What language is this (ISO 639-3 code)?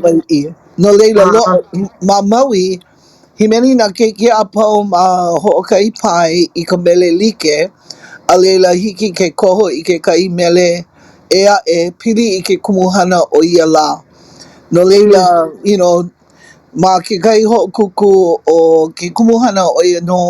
haw